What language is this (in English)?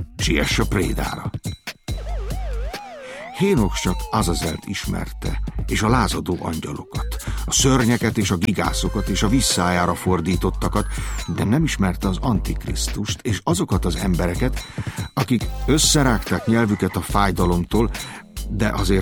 Hungarian